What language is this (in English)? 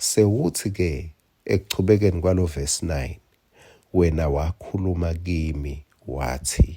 Swati